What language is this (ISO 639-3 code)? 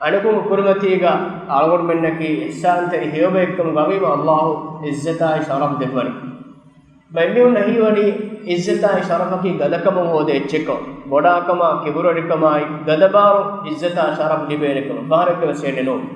div